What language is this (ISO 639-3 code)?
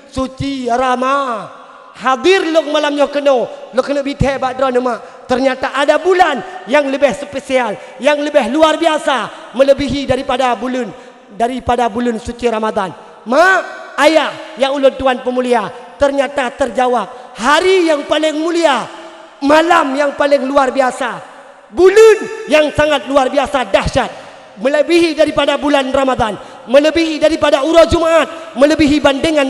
ace